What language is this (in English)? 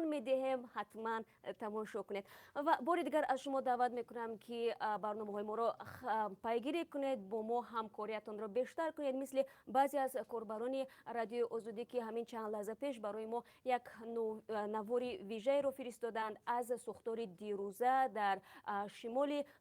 Tajik